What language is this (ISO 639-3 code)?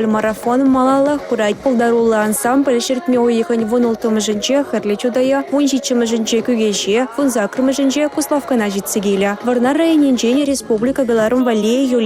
chv